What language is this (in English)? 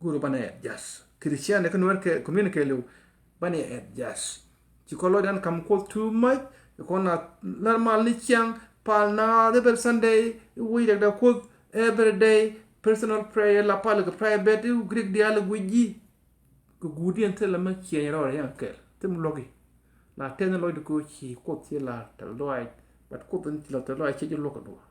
Nuer